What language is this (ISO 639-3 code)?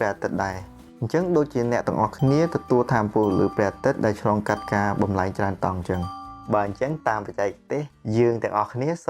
khm